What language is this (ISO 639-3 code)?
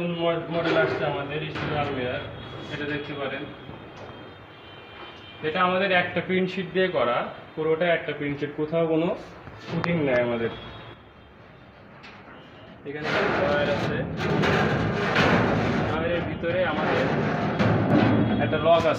ben